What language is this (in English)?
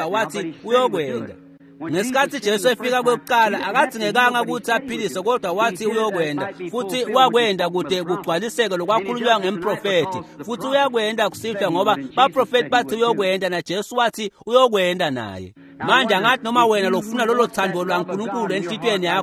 Swati